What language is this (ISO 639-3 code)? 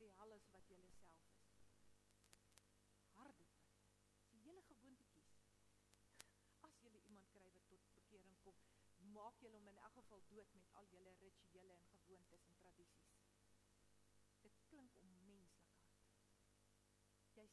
afr